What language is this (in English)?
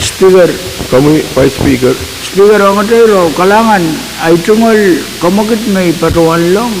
Pohnpeian